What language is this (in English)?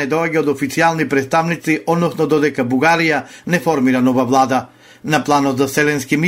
Macedonian